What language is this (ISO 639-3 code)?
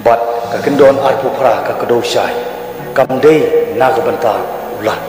kha